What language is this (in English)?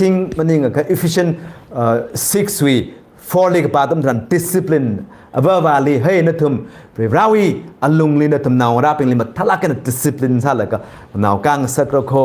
Tangkhul Naga (India)